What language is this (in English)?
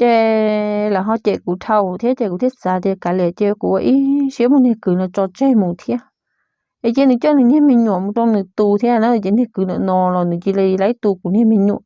Hmong